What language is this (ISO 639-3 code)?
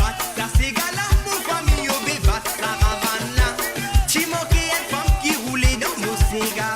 mfe